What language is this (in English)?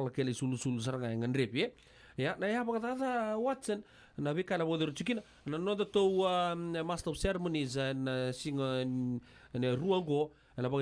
Fijian